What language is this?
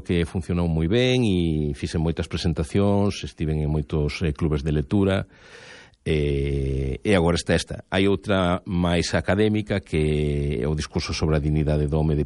Galician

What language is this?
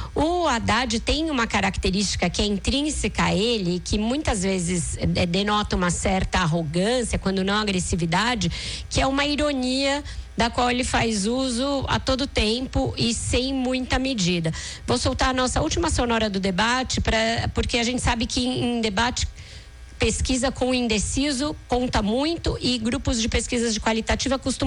Portuguese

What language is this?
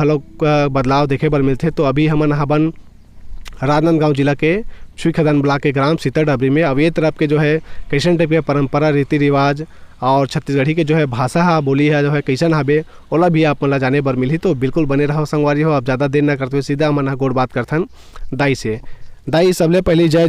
Chhattisgarhi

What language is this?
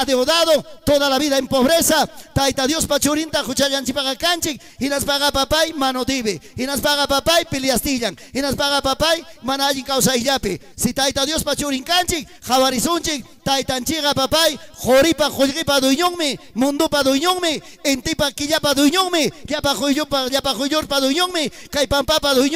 Ayacucho Quechua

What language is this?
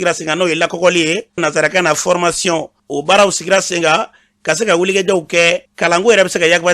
Bambara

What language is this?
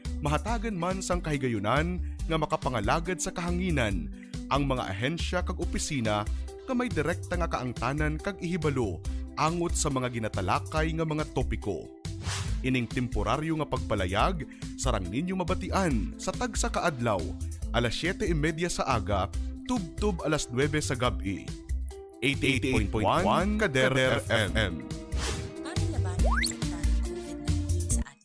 Hiligaynon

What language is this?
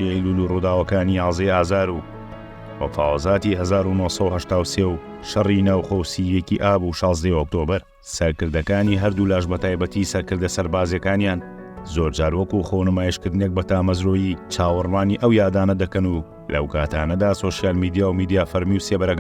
Central Kurdish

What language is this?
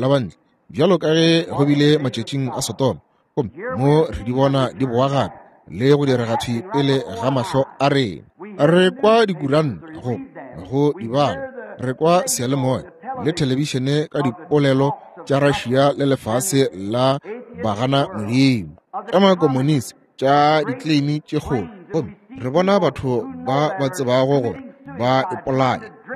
Northern Sotho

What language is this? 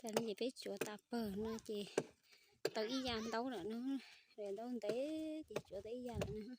Hmong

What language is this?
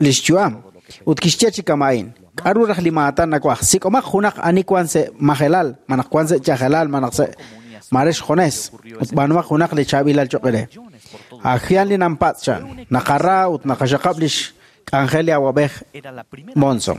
Kekchí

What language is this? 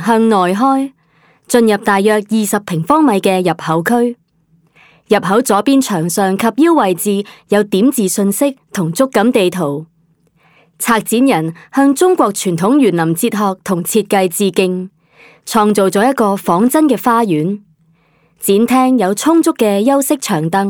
Cantonese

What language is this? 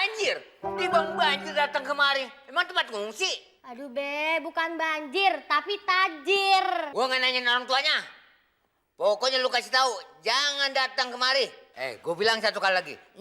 Betawi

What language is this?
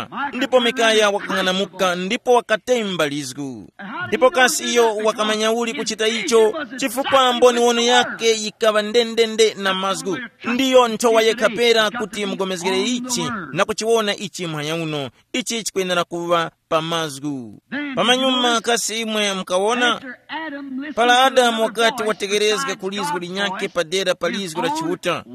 Tumbuka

